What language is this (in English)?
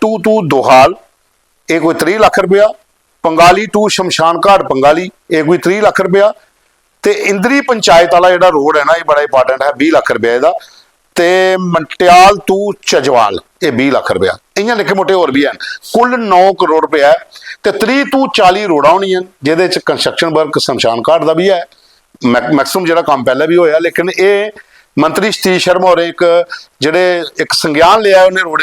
Dogri